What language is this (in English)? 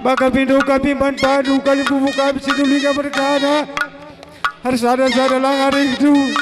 Batak Karo